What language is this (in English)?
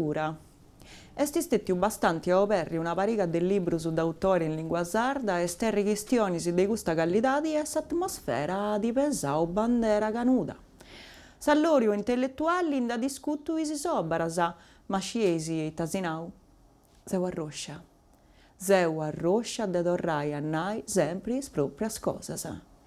Sardinian